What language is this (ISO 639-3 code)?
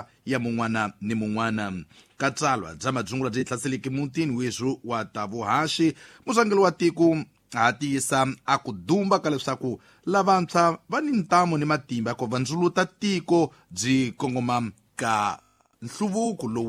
tso